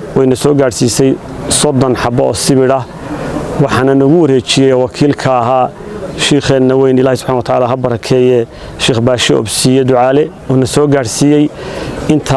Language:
Somali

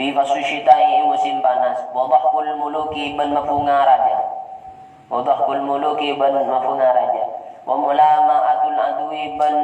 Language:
Madurese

